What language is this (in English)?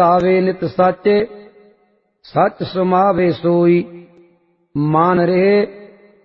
Punjabi